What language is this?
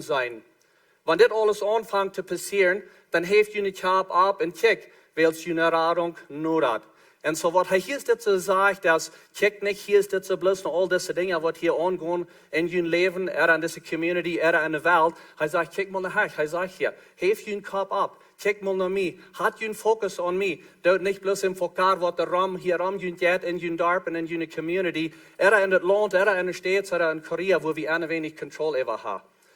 Plautdietsch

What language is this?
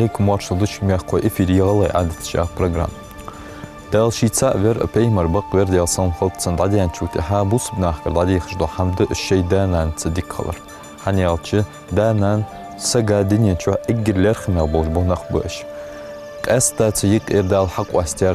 Ingush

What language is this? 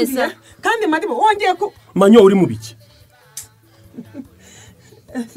Kinyarwanda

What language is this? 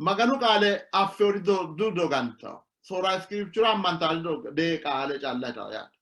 Sidamo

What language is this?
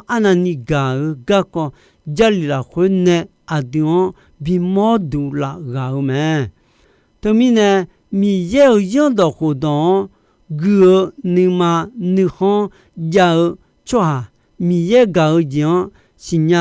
Akha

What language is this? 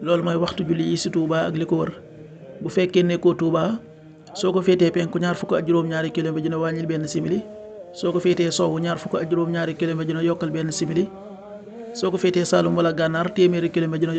Wolof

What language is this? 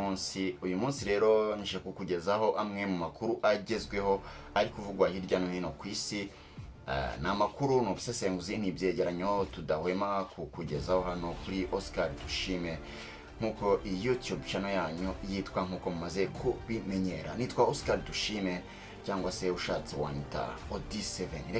Kinyarwanda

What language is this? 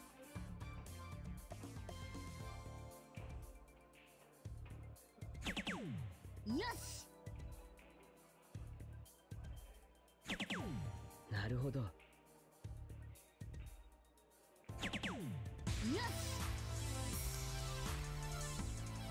Japanese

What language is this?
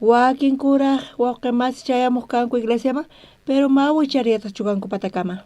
South Bolivian Quechua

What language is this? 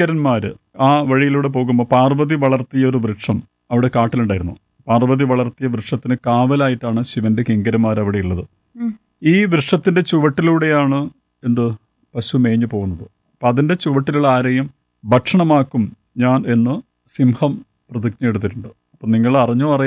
Malayalam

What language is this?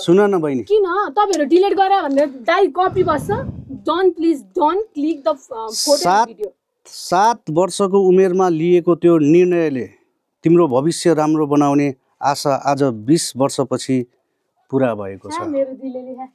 Nepali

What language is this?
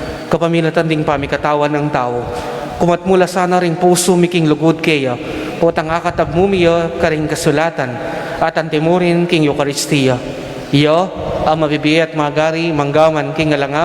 Pampanga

